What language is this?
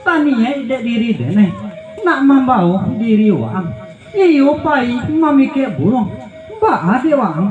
Minangkabau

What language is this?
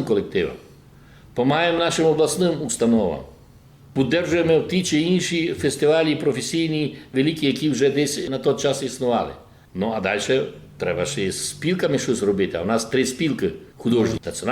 Rusyn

